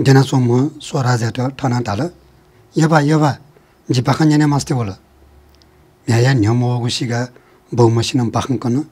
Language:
Newari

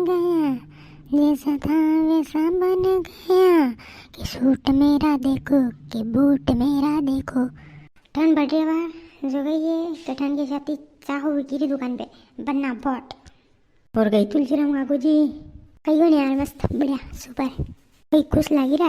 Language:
Rajasthani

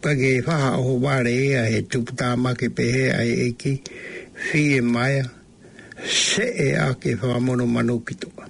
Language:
Tongan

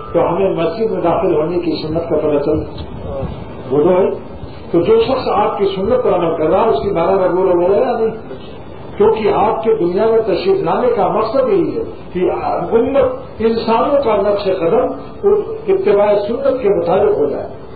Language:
Urdu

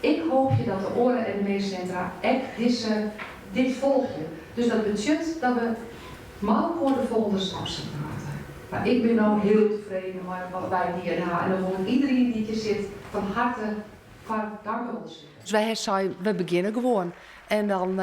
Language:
Western Frisian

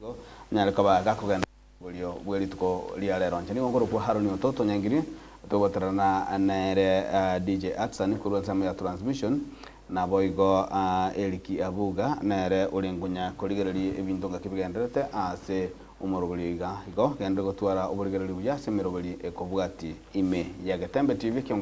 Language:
Gusii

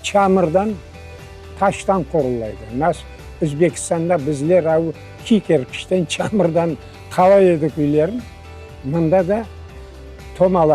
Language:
Crimean Tatar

